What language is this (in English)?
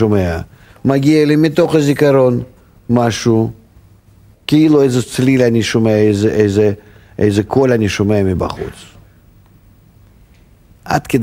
Hebrew